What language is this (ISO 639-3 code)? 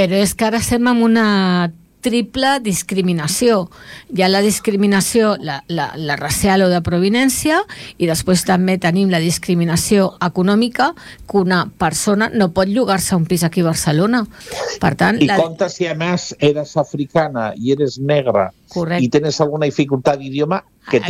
cat